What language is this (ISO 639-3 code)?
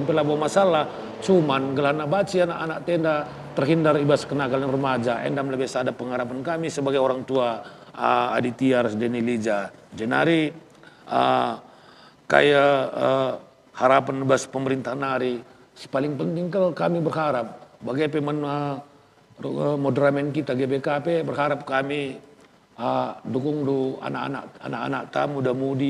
btx